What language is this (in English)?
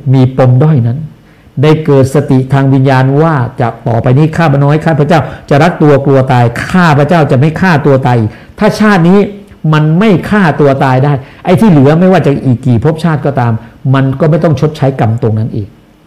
Thai